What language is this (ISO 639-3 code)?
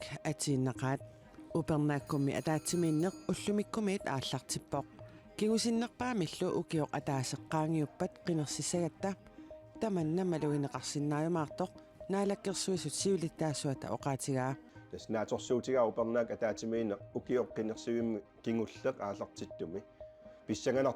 kal